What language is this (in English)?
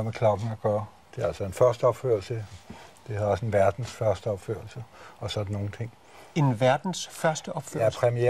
Danish